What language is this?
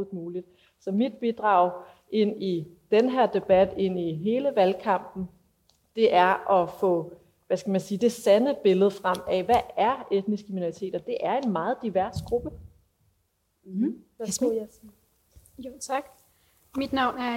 Danish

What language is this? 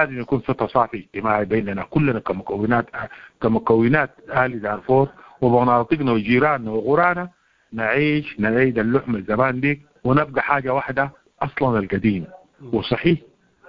Sudanese Arabic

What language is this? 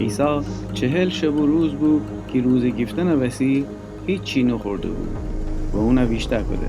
Gilaki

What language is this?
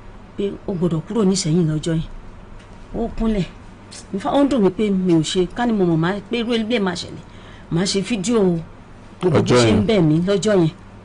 Yoruba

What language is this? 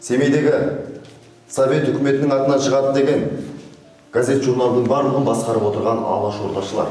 Kazakh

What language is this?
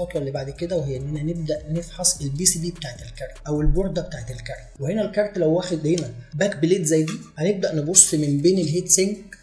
Egyptian Arabic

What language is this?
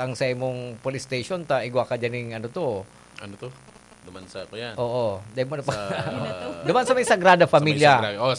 Bikol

